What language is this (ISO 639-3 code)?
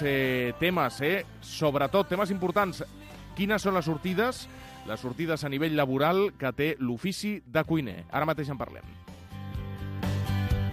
cat